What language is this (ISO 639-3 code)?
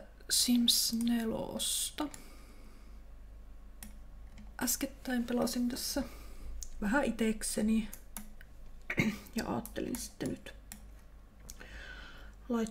fin